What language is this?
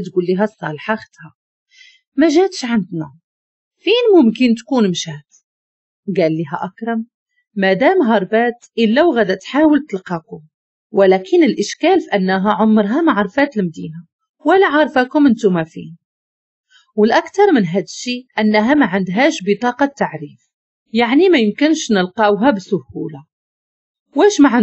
Moroccan Arabic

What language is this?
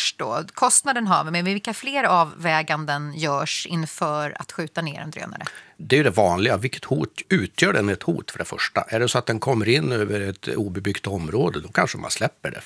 Swedish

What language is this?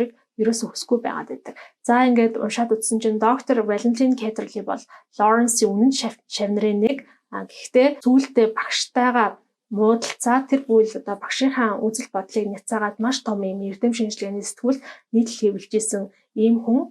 Mongolian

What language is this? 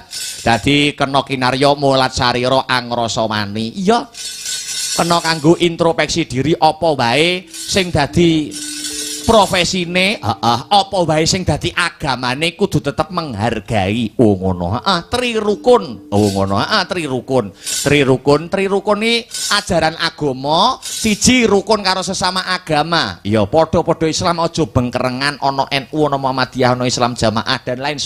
Javanese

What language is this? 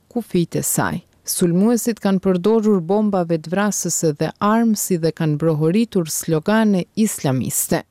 Albanian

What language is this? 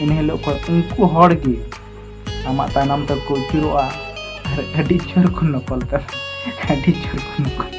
Santali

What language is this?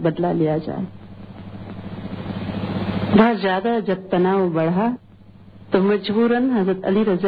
Urdu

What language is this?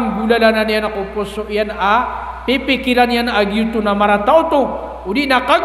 Maranao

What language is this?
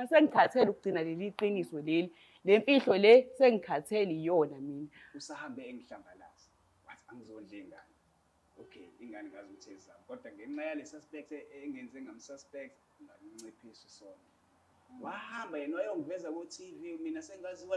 Zulu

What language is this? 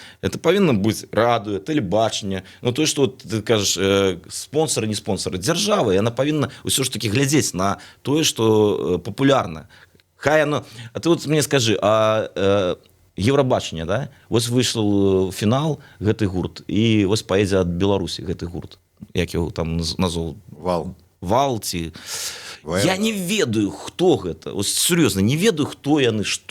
Belarusian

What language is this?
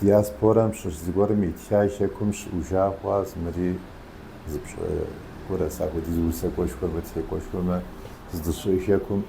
Kabardian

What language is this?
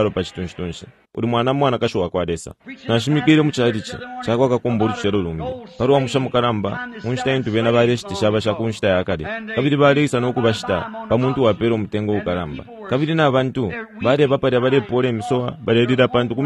Bemba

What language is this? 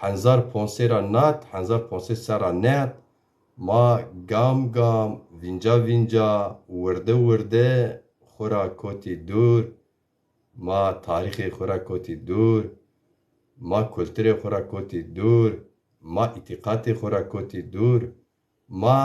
Zaza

